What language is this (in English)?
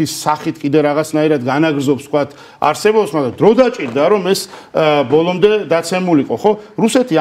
Georgian